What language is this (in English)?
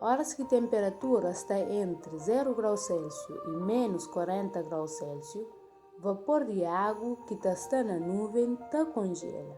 Kabuverdianu